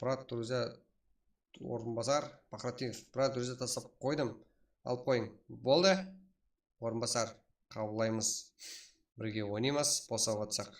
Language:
Kara-Kalpak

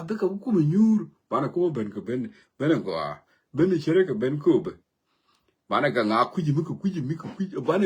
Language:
Nuer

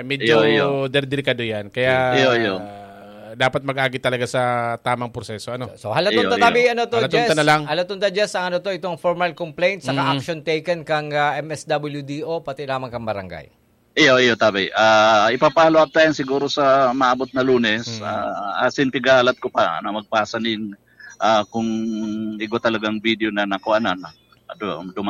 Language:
Bikol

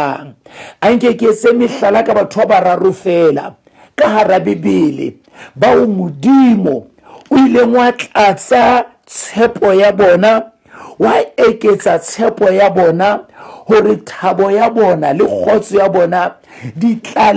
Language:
Southern Sotho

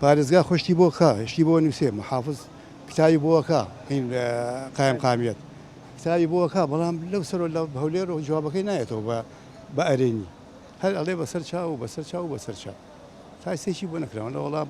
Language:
Central Kurdish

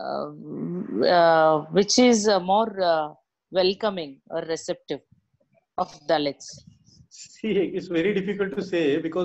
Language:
English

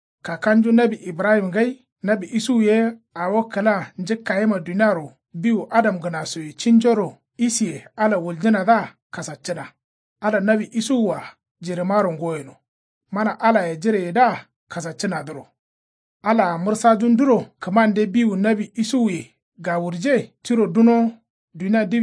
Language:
Kanuri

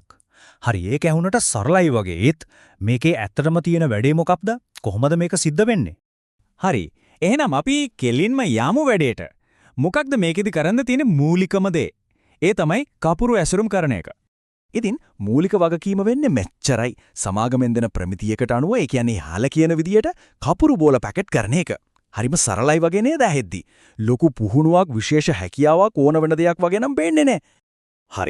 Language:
Sinhala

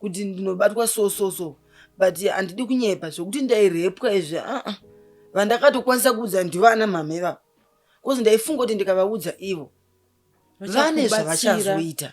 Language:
Shona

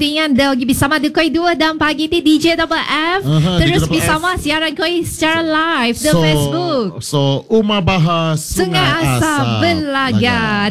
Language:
Malay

